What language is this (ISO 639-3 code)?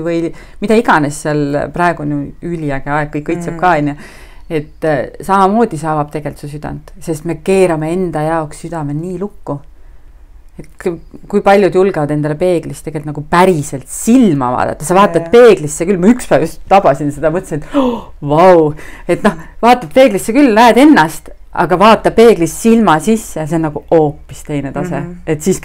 est